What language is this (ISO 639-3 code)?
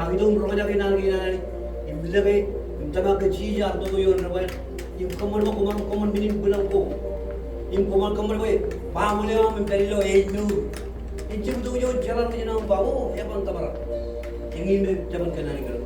mah